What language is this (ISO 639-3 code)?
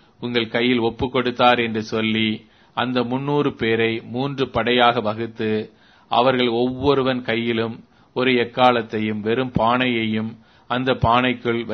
tam